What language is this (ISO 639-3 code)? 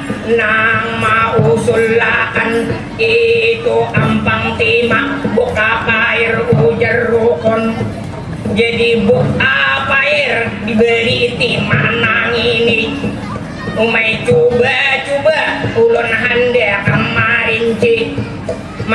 bjn